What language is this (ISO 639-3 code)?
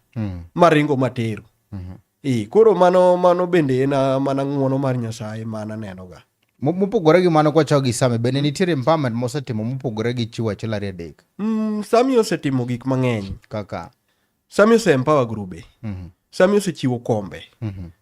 luo